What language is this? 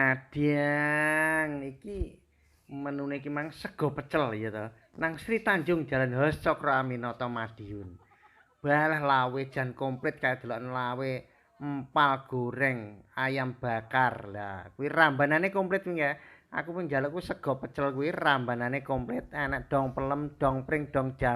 Javanese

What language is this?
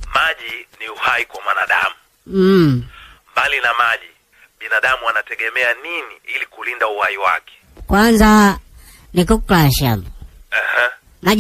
Swahili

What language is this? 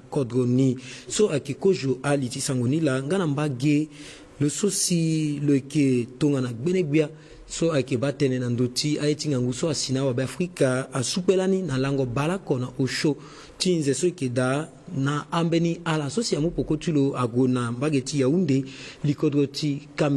Sango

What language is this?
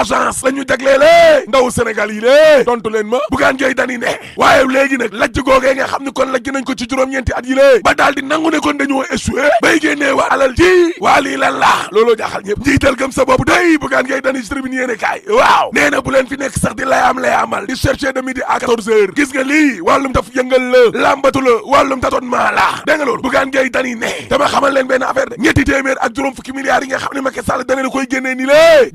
Wolof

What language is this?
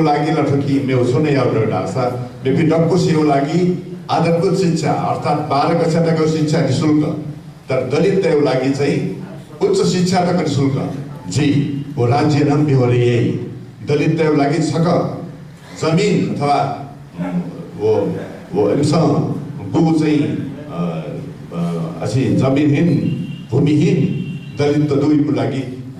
Newari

